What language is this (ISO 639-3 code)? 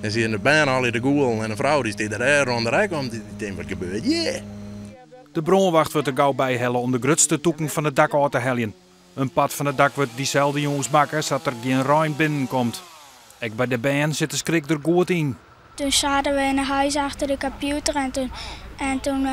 fry